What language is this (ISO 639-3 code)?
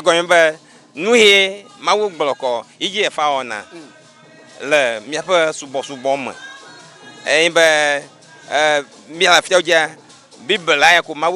ewe